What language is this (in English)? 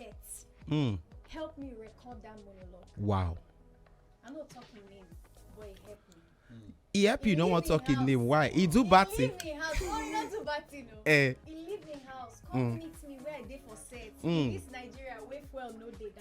Nigerian Pidgin